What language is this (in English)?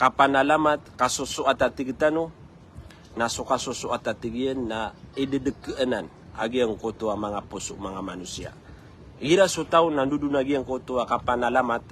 Maranao